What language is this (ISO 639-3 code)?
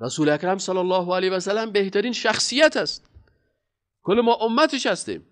fas